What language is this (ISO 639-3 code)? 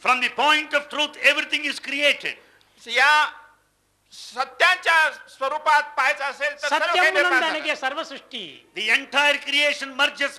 tel